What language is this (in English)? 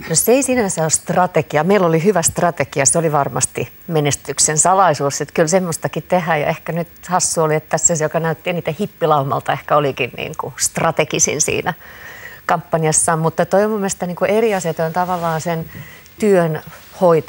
Finnish